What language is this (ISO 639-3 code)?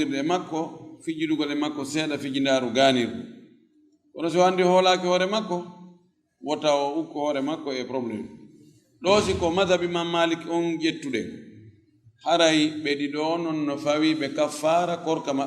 ful